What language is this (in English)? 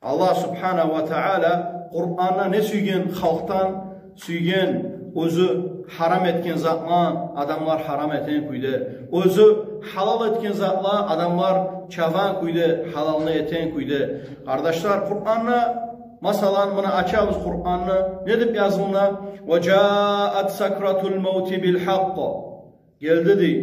Kumyk